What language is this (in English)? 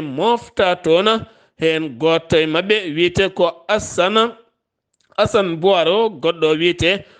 Fula